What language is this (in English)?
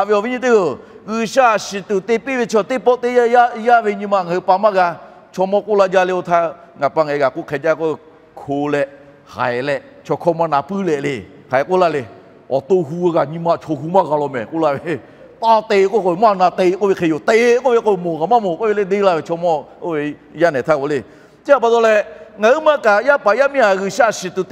Lahu